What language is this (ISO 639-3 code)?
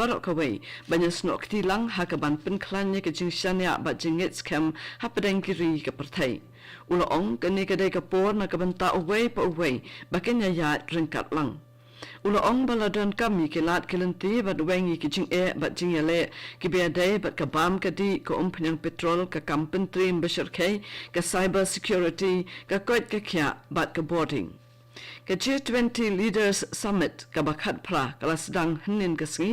kha